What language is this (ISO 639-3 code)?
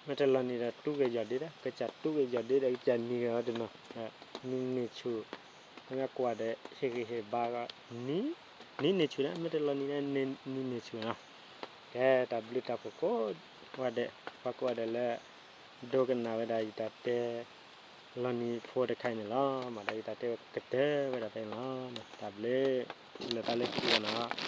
ksw